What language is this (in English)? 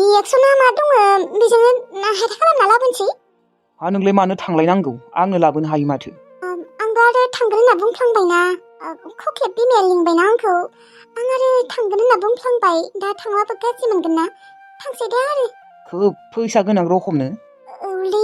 Bodo